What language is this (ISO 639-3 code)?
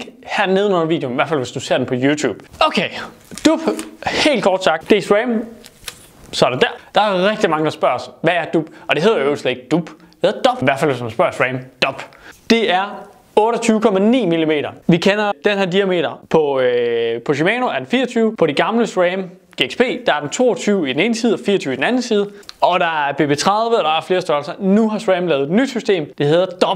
dan